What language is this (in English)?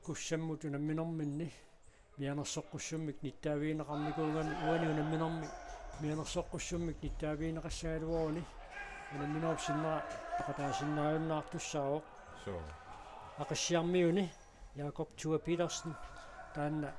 Kalaallisut